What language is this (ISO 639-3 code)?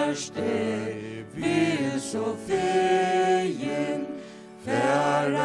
fao